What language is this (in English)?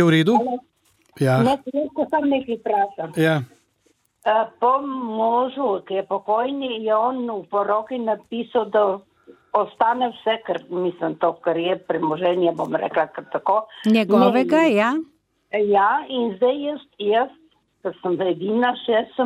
Slovenian